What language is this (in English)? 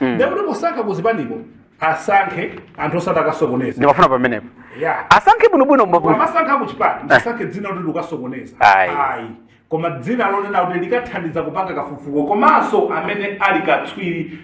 Nyanja